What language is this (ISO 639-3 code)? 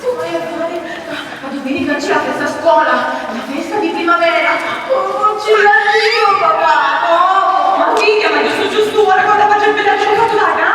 scn